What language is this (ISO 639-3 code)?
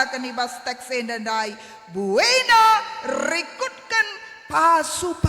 btx